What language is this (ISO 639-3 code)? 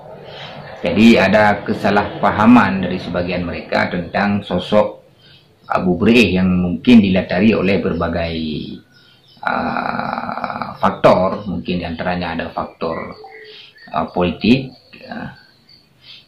ind